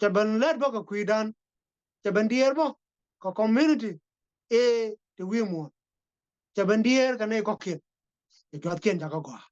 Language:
Nuer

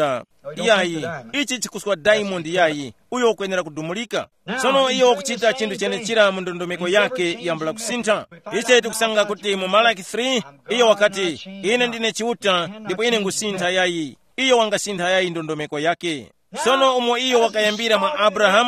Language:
Tumbuka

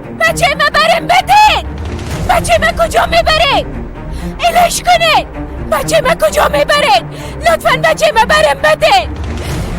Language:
Persian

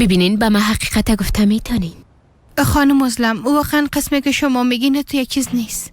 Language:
Persian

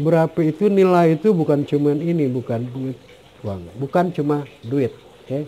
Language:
Betawi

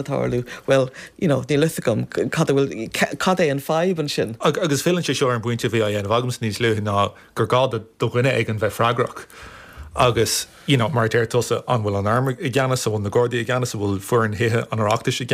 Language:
Irish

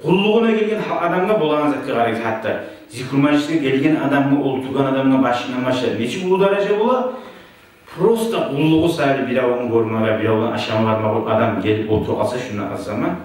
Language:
Kumyk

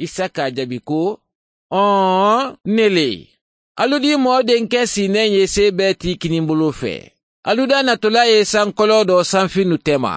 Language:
Mandingo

